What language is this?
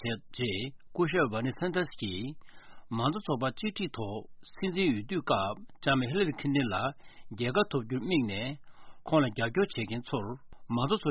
Tibetan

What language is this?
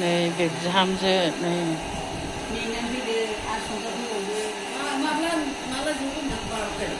Bodo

